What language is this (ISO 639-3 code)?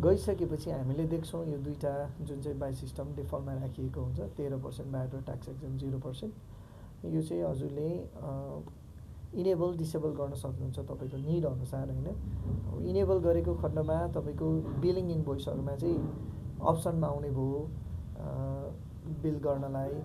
nep